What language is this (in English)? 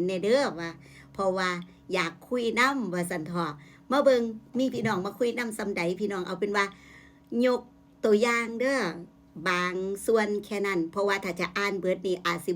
Northeastern Thai